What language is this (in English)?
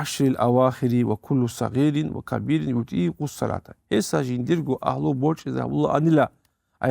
Avaric